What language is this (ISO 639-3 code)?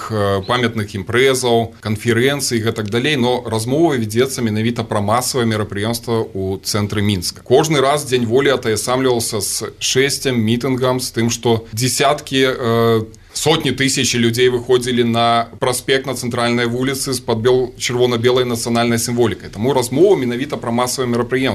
bel